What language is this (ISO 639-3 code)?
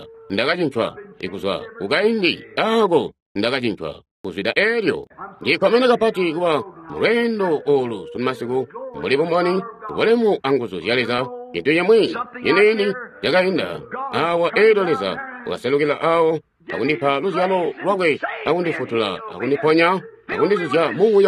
toi